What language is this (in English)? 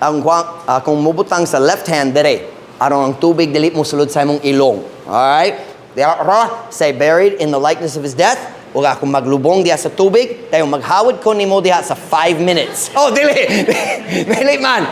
Cebuano